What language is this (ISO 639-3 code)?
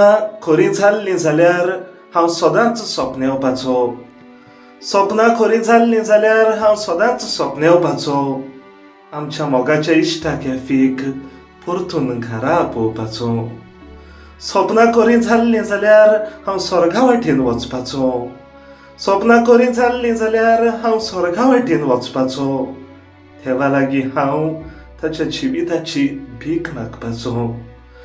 kok